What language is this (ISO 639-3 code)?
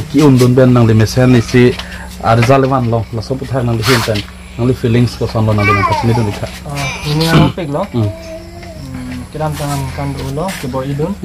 mjw